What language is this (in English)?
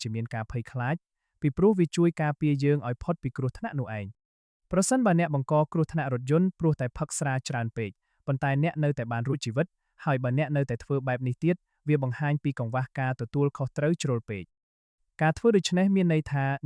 Khmer